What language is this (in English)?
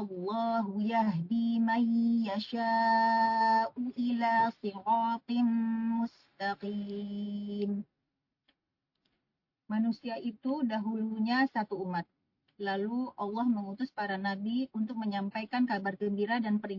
Indonesian